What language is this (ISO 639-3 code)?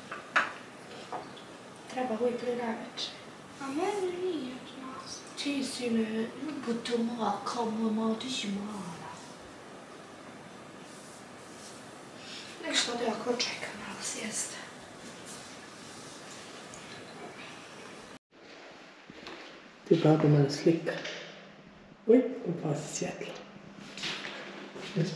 bos